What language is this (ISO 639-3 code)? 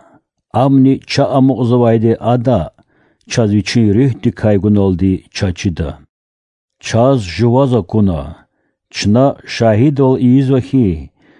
lez